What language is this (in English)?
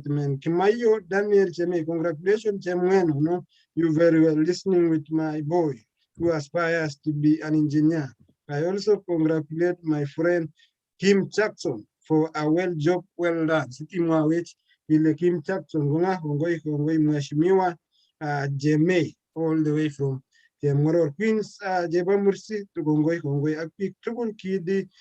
Kalenjin